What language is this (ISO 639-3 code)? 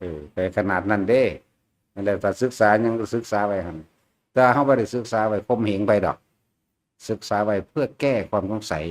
tts